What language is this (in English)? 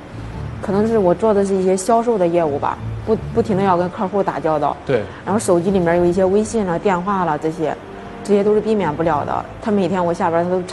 Chinese